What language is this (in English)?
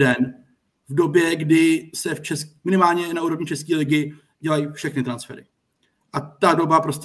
Czech